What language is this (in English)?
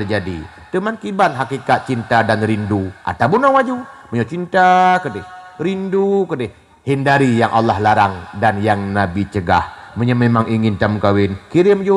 Achinese